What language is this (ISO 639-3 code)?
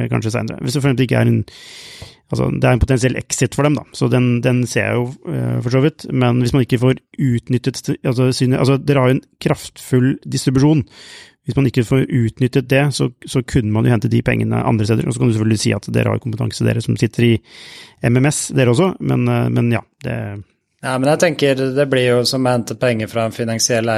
nor